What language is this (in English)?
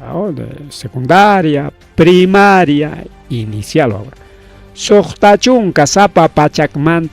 Ayacucho Quechua